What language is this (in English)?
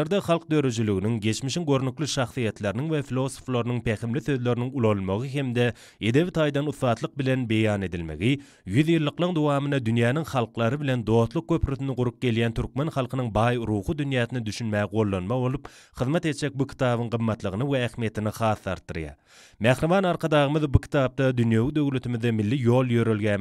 Turkmen